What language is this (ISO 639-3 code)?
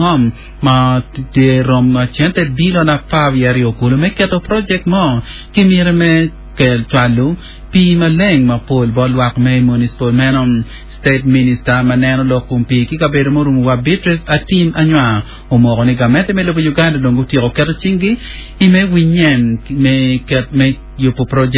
ach